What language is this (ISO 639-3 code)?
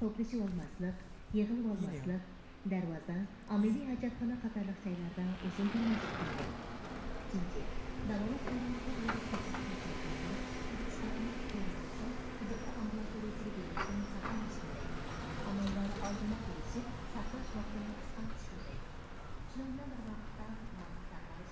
uig